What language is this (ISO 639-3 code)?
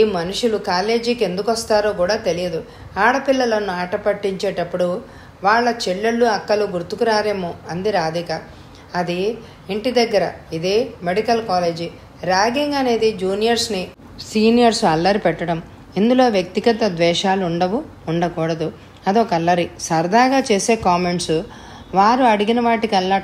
tel